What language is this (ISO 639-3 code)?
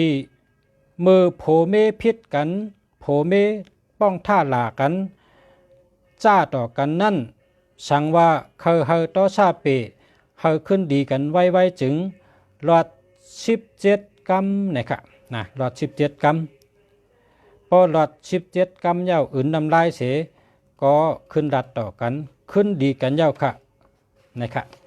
shn